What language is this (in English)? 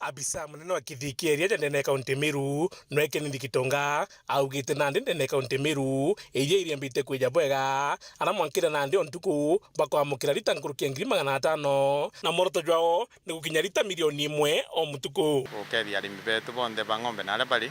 Meru